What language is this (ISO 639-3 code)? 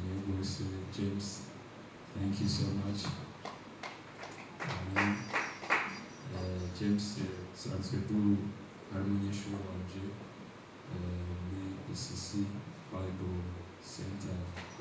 kin